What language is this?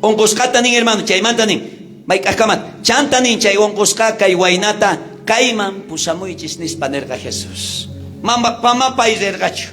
South Bolivian Quechua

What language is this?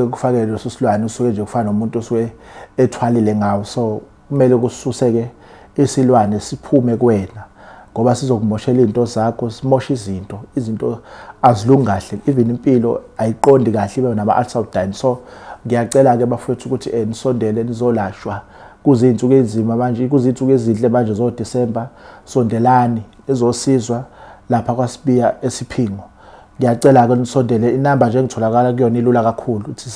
Zulu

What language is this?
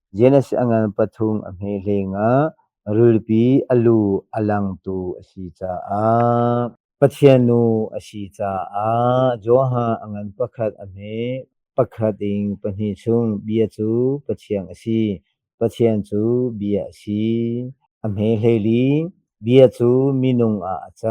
Hakha Chin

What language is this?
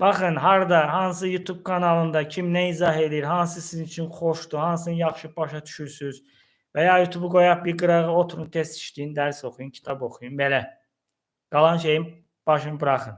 Azerbaijani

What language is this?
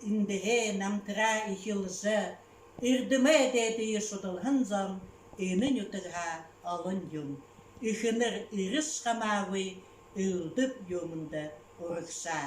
Buriat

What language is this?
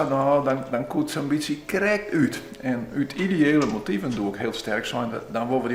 Western Frisian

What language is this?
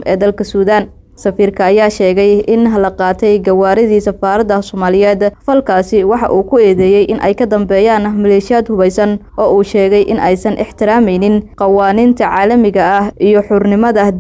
Somali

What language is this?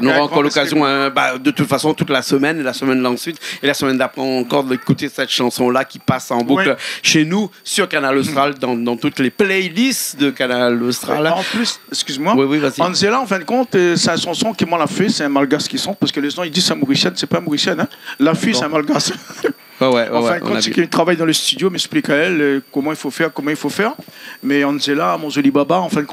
Réunion Creole French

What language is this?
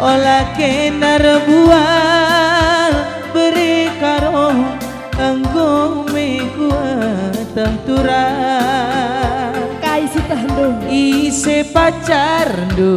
Batak Karo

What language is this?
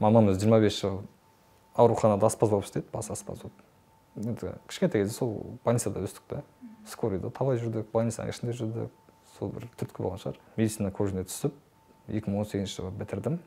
Kazakh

